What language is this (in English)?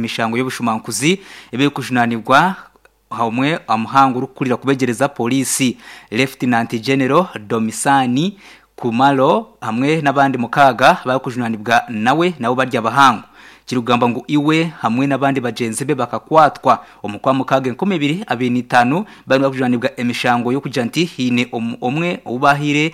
Nyankole